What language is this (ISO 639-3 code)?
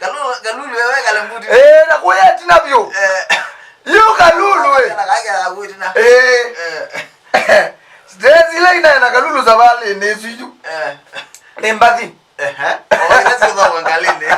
kam